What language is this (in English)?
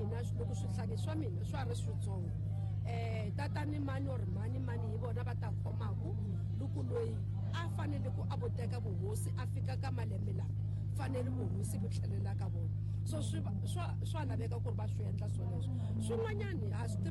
Tsonga